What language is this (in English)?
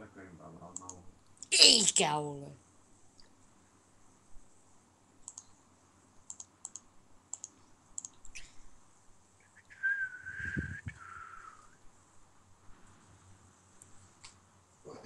Finnish